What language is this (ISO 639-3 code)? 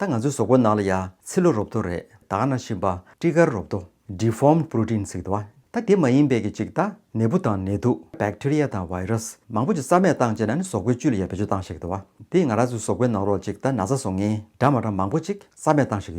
bod